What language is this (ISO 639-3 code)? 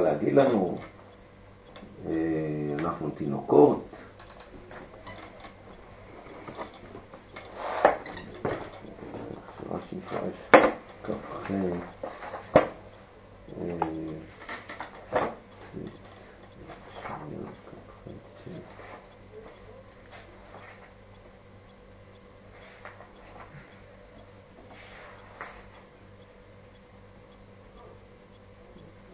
heb